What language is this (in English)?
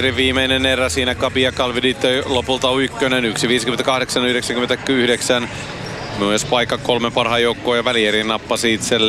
Finnish